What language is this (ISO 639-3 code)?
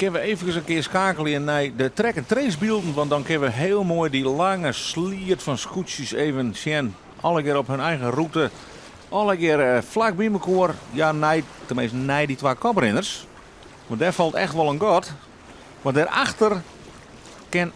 fry